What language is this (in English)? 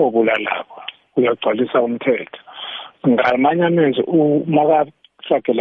South Ndebele